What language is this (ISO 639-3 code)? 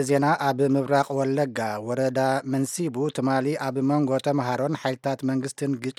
tir